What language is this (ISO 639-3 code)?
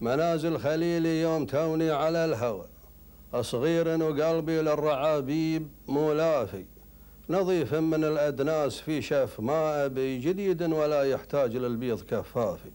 afb